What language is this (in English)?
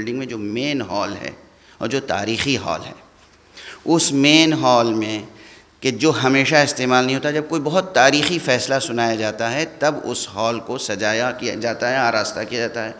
Urdu